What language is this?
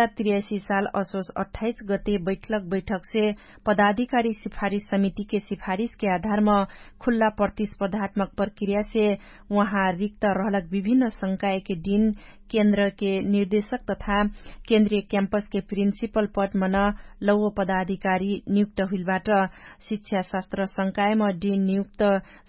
Dangaura Tharu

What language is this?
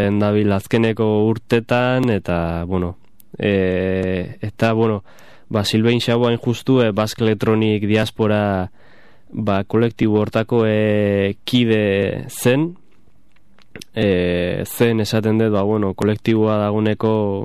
Basque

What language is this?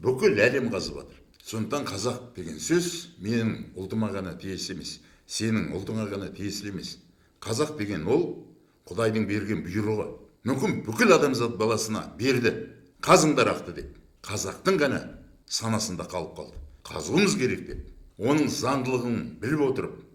Kazakh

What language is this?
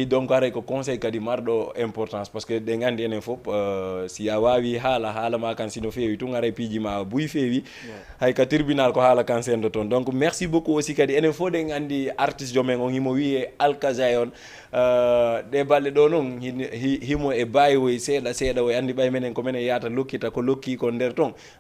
Fula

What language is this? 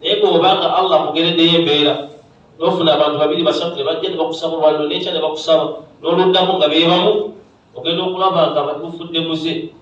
Ganda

